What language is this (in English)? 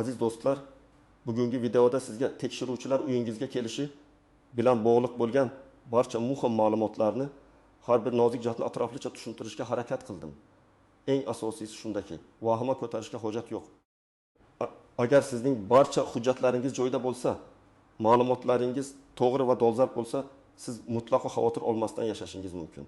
Uzbek